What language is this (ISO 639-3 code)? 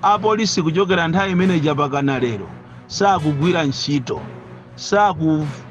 nya